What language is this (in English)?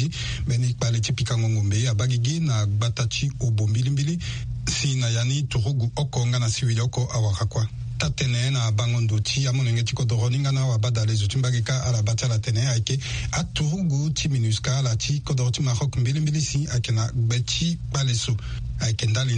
Sango